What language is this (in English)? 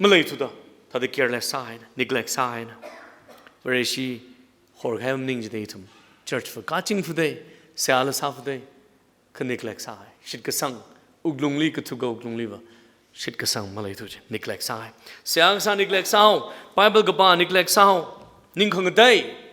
Tangkhul Naga (India)